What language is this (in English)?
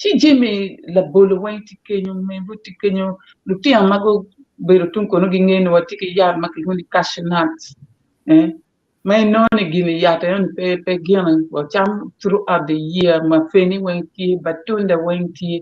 Acoli